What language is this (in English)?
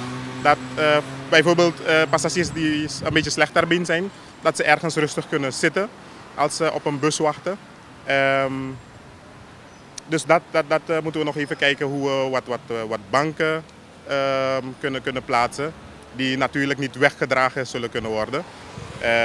Dutch